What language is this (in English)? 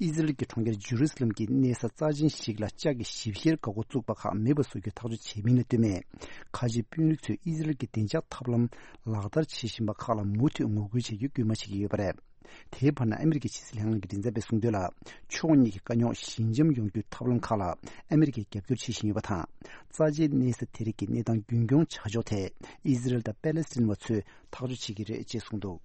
Tibetan